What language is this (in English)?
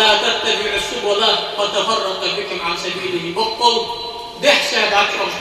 Ingush